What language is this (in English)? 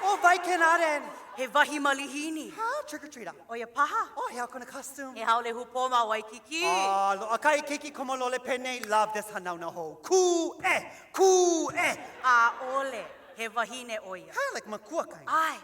Hawaiian